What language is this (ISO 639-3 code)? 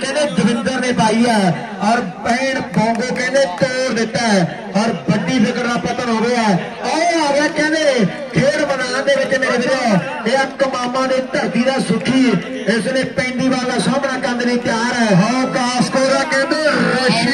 pan